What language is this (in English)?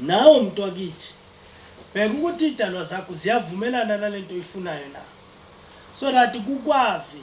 Zulu